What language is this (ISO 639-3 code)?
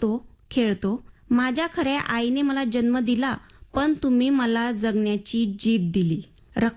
mar